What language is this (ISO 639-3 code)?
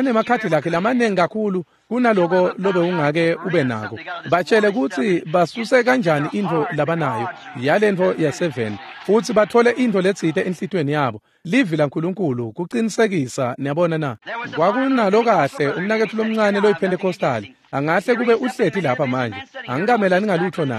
ssw